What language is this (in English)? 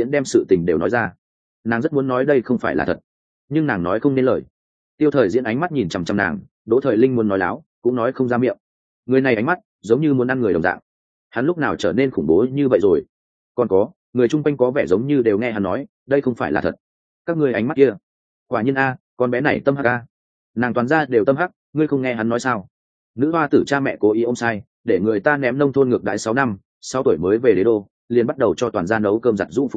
Vietnamese